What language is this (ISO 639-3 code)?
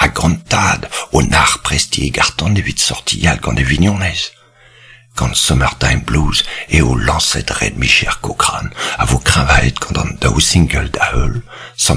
bre